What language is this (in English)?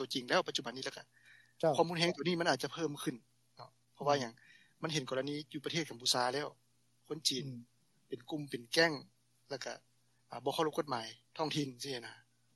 Lao